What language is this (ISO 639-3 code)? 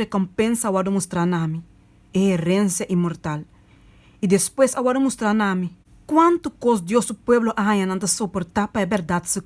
pap